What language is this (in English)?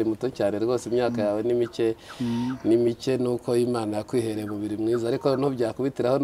Kinyarwanda